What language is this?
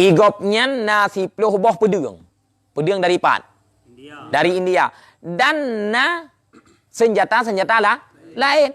Achinese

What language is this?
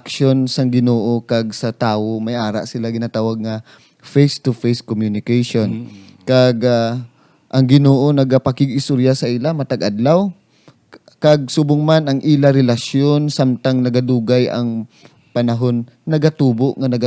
Hiligaynon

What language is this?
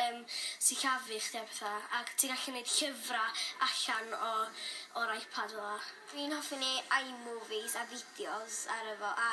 Welsh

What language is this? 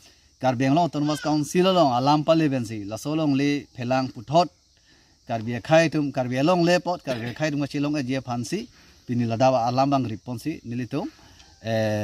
Karbi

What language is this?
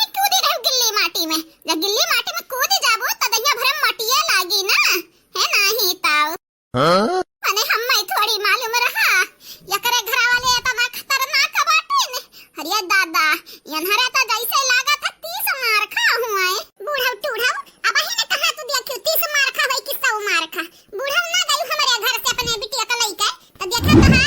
Awadhi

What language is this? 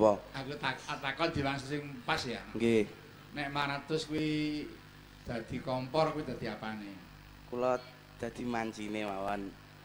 Javanese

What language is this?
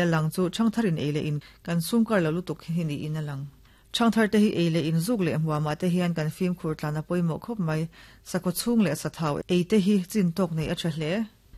Mizo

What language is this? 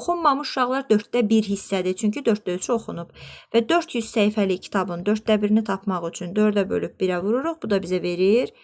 Azerbaijani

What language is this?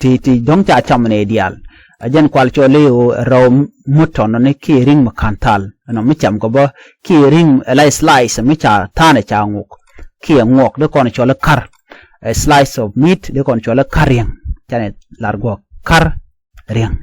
Nuer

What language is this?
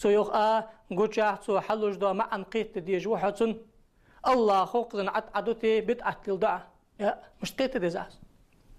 Ingush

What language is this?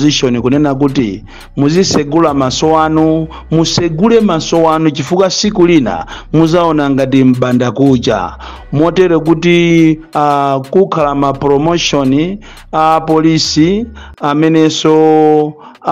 Nyanja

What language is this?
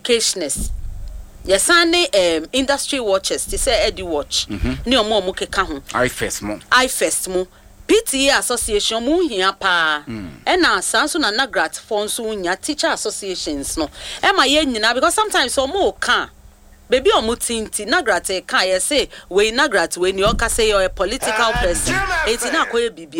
Akan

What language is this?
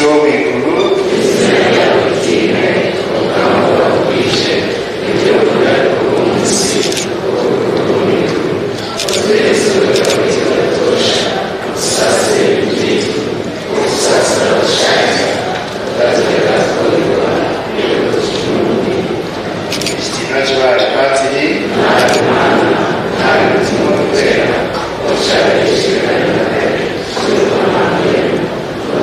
Nyankole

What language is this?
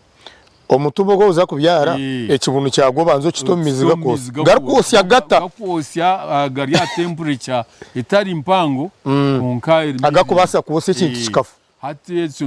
Nyankole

